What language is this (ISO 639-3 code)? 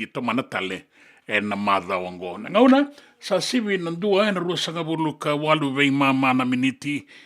fij